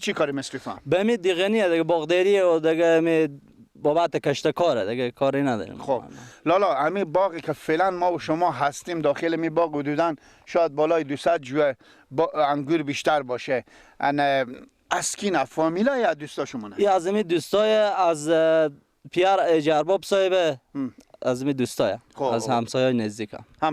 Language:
Persian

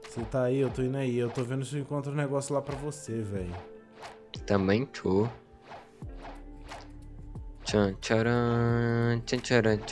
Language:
Portuguese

